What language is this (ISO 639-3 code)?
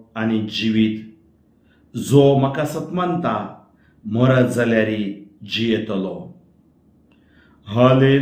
kok